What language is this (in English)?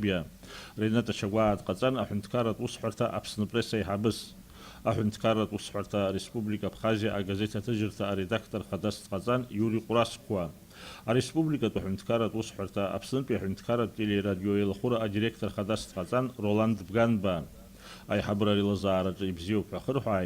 Abkhazian